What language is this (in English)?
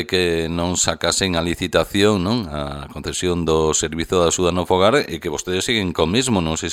Galician